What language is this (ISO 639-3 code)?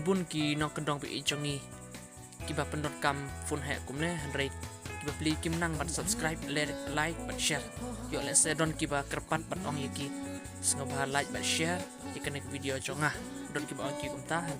kha